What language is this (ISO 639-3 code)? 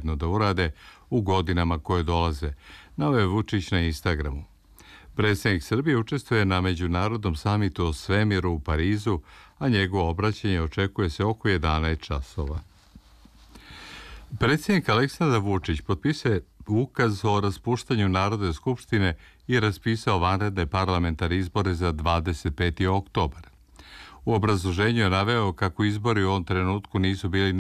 srp